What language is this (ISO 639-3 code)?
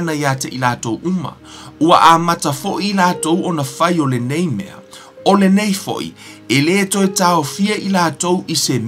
smo